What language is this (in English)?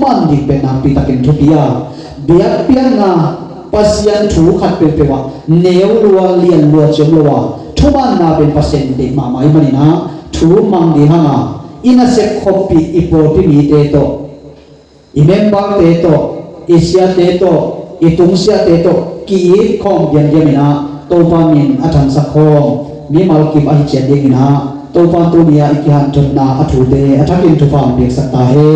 Tedim Chin